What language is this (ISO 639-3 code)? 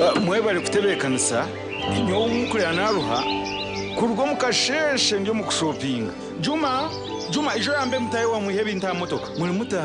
nyn